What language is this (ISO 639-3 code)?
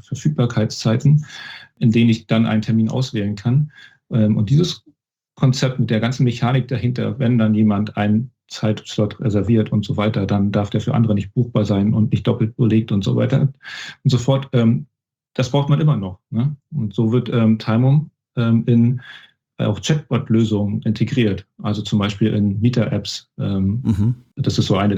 deu